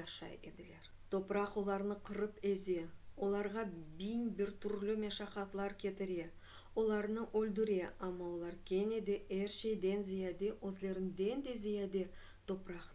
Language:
Crimean Tatar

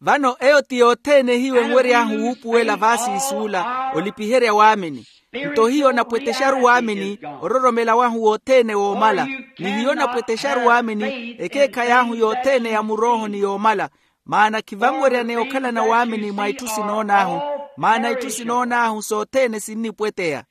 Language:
Makhuwa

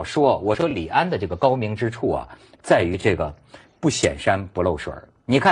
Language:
Chinese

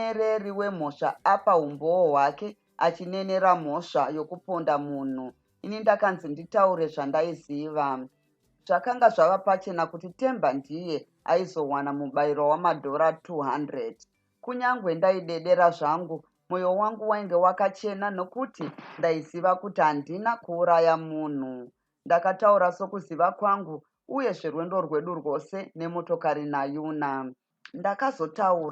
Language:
Shona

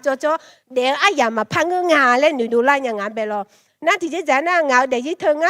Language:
Akha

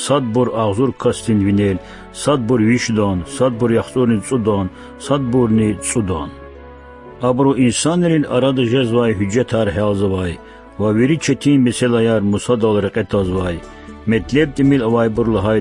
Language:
Lezghian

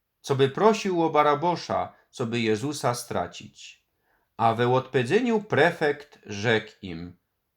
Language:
Silesian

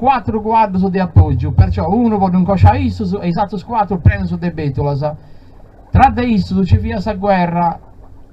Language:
Sardinian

